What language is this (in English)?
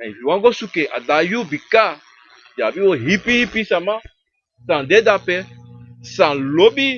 Sranan Tongo